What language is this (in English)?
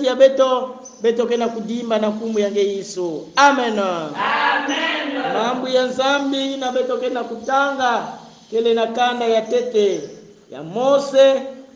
Kongo